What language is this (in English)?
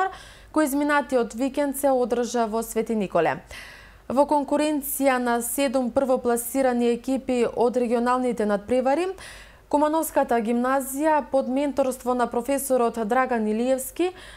Macedonian